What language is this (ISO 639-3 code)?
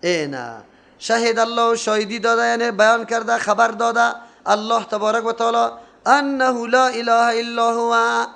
fas